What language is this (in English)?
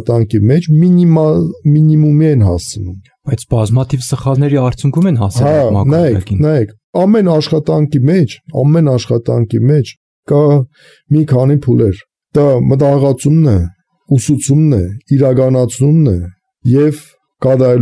Armenian